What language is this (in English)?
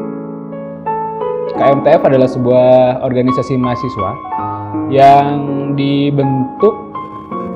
Indonesian